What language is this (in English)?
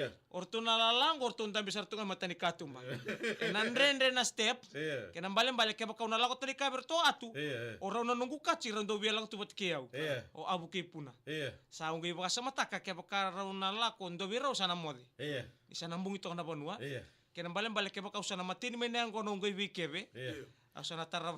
Fijian